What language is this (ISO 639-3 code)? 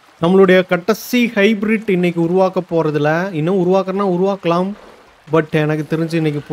tam